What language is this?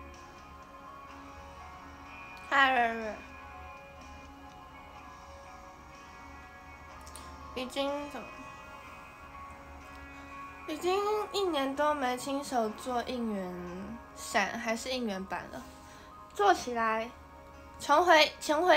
Chinese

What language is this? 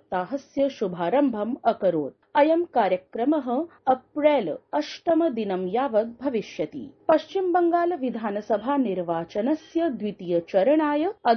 Sanskrit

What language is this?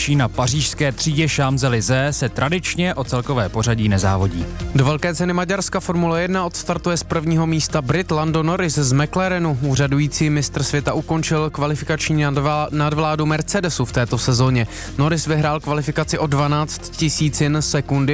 Czech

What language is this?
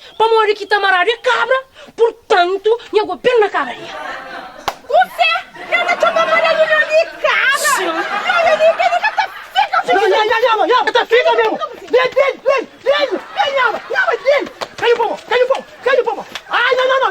Kabuverdianu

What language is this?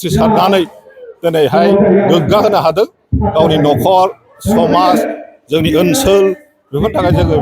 Bodo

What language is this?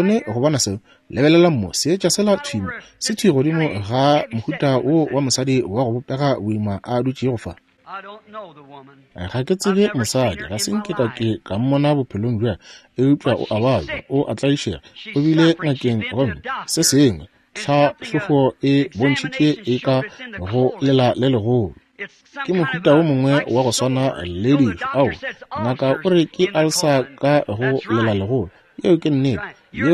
Northern Sotho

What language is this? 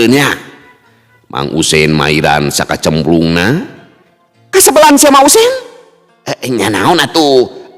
Sundanese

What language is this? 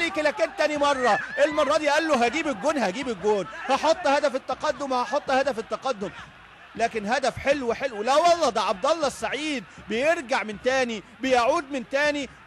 Egyptian Arabic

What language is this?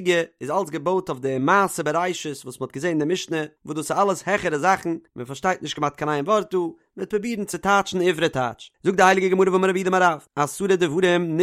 Yiddish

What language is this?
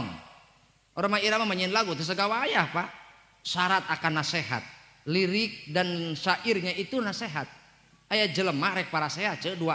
Sundanese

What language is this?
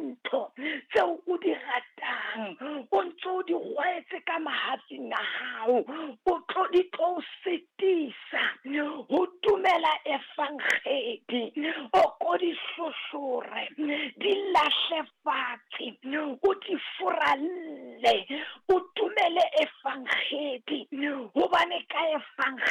Southern Sotho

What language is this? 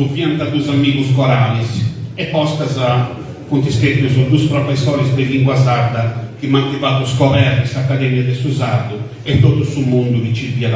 Sardinian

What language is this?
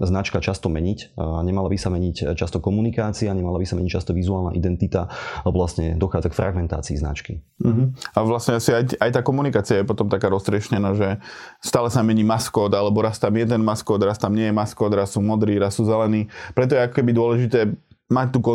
Slovak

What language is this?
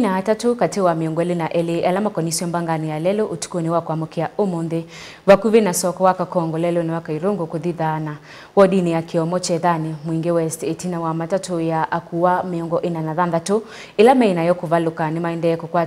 Kamba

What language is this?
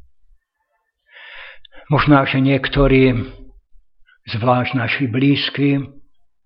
Slovak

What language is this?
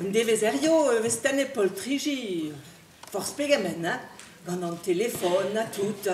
Breton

